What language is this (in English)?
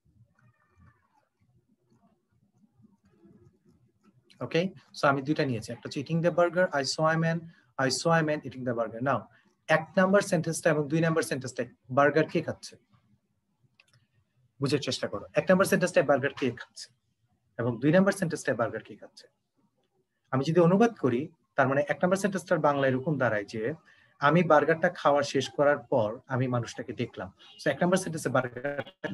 Bangla